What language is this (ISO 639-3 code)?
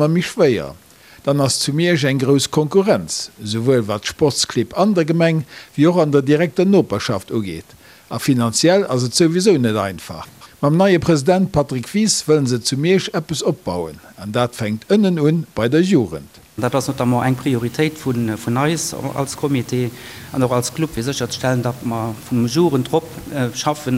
ltz